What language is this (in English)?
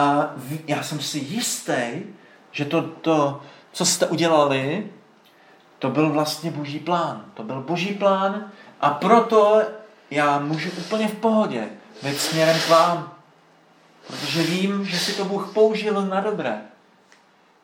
Czech